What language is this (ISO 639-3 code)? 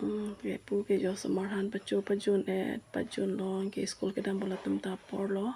mjw